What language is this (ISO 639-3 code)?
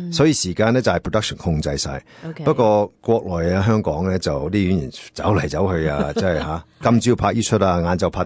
yue